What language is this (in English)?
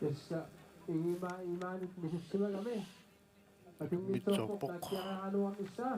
Kalaallisut